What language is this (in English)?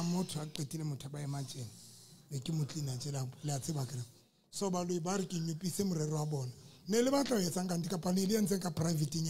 Southern Sotho